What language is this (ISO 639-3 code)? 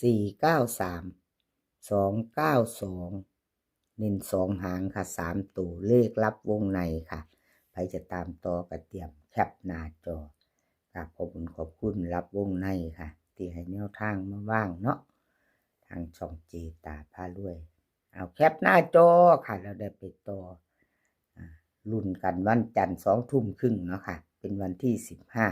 lao